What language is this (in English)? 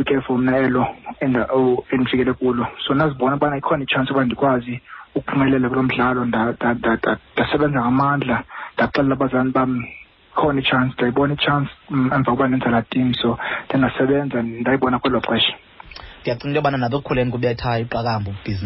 Xhosa